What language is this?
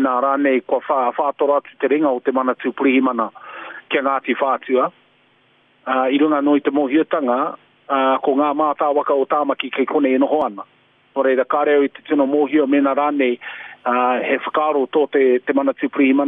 Māori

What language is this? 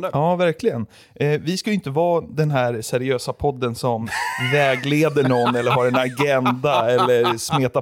Swedish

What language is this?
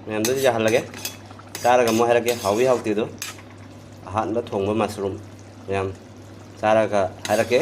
Manipuri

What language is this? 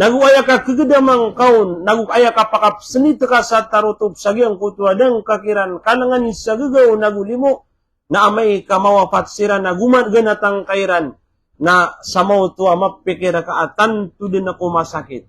Maranao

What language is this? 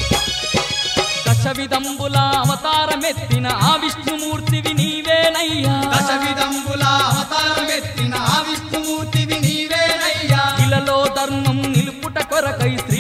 Telugu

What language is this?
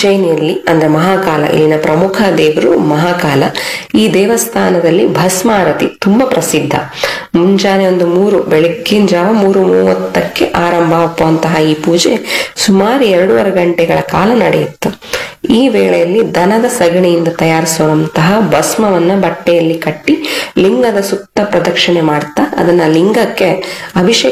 Kannada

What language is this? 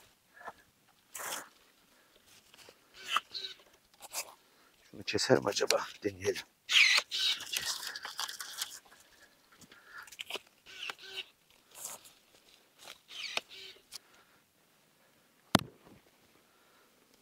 Turkish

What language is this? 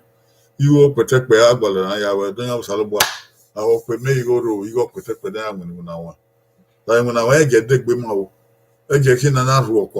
Bini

